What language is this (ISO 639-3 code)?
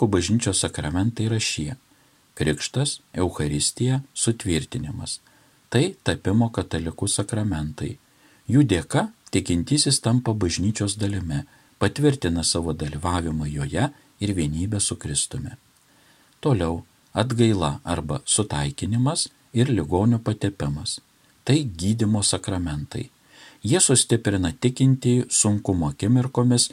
lit